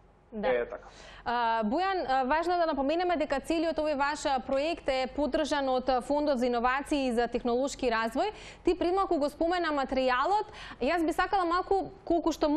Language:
Macedonian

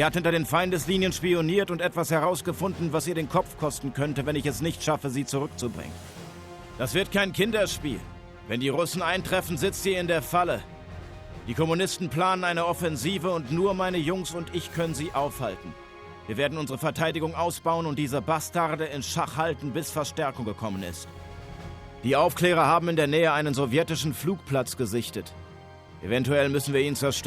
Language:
Bavarian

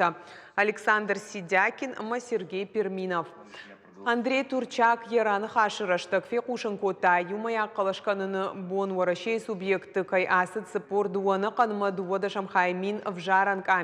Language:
Ossetic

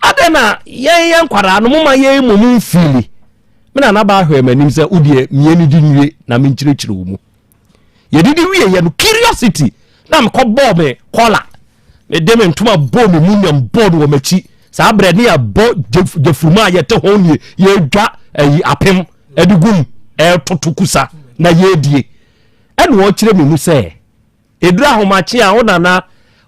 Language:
Akan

